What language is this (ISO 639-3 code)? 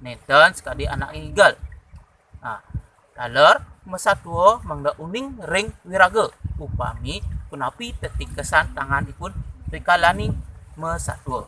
ban